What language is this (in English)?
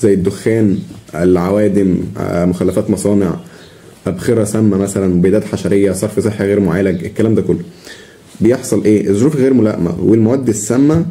Egyptian Arabic